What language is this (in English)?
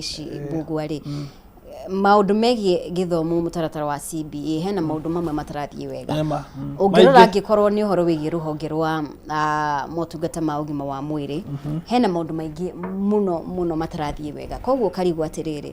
Kikuyu